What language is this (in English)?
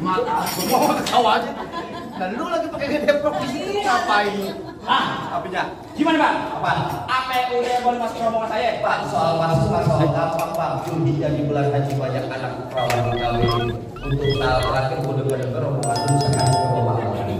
Betawi